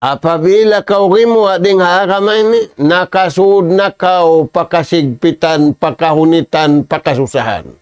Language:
Tausug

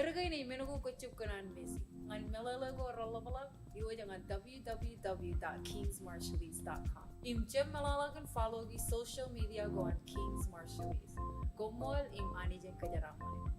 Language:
Marshallese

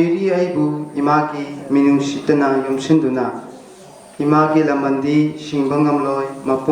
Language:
Manipuri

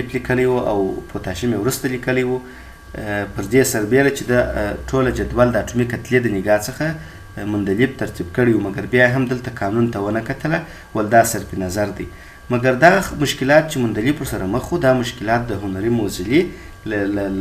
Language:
Pashto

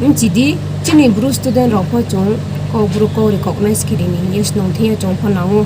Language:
Riang (India)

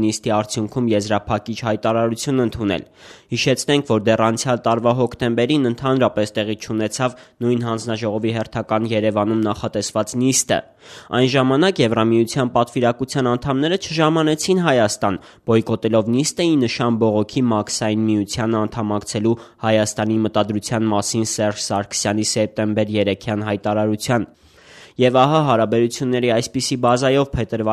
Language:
Armenian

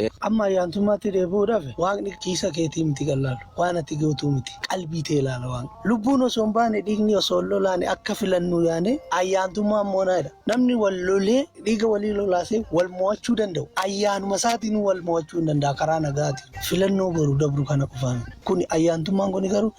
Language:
Oromo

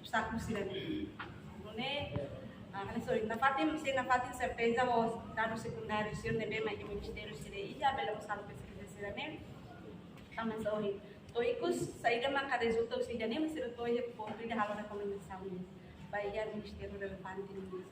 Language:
Tetum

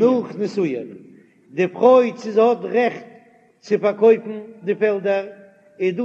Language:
Yiddish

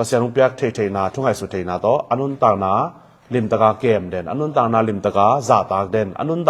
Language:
Tedim Chin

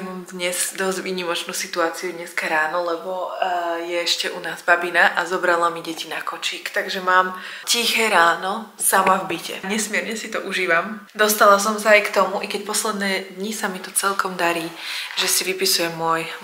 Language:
Slovak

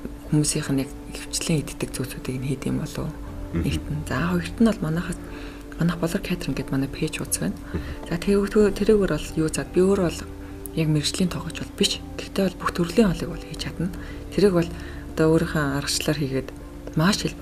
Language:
Mongolian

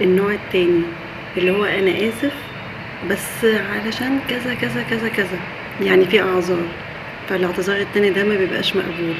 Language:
Egyptian Arabic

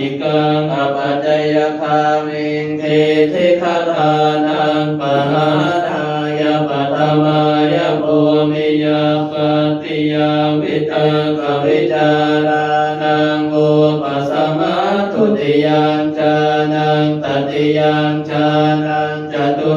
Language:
Pali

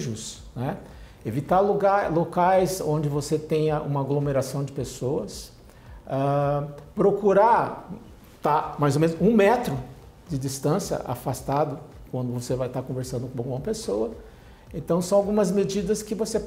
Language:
Portuguese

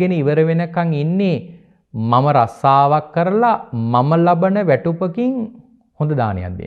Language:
Sinhala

